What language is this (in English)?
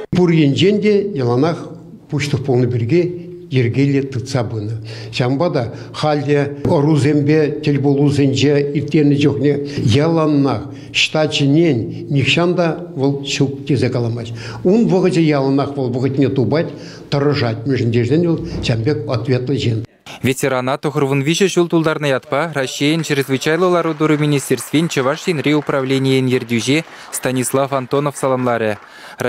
Chuvash